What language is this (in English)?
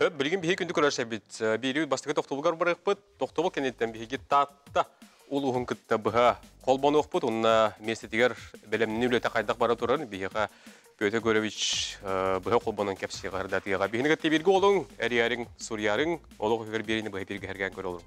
Yakut